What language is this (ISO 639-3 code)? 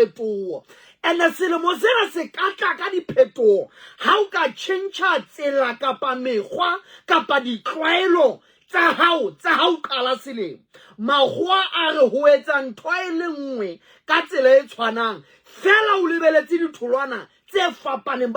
sot